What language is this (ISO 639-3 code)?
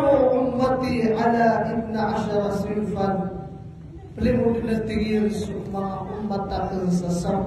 mrw